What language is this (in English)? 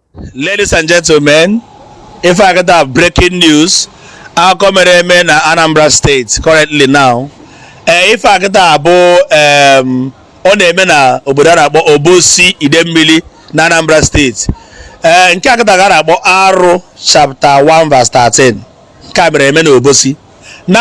Igbo